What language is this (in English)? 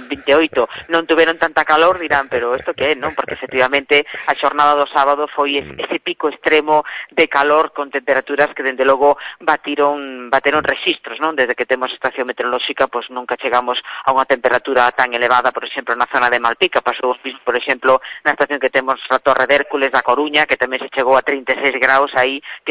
Galician